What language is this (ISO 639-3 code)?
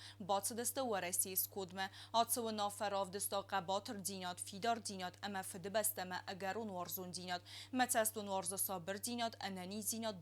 oss